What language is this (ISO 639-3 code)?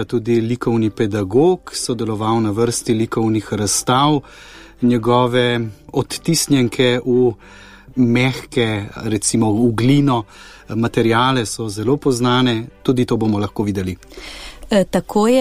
slv